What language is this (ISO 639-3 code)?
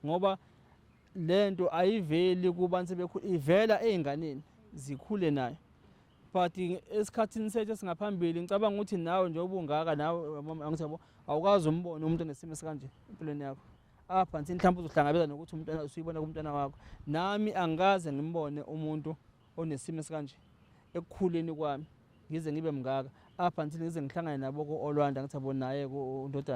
zul